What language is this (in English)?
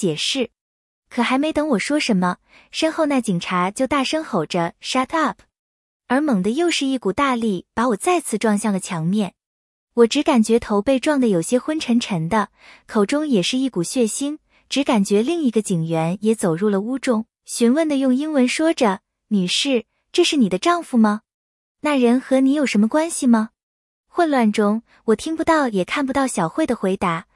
Chinese